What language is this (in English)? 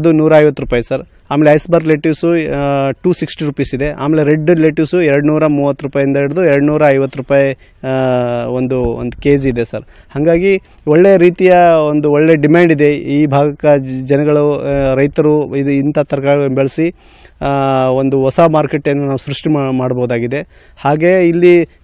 Kannada